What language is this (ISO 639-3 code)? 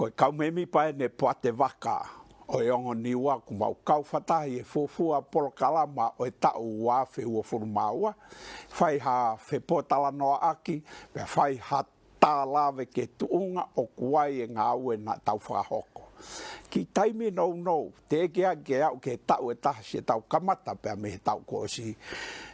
ton